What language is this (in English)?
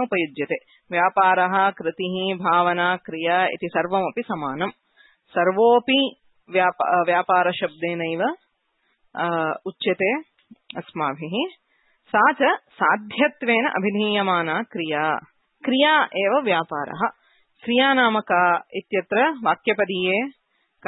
Sanskrit